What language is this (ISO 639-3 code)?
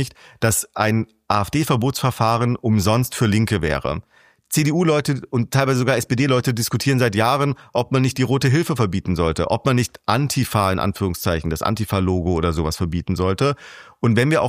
deu